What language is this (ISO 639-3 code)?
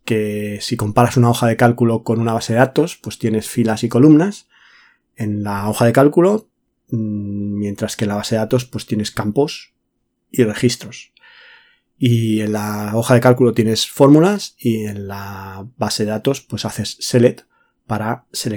spa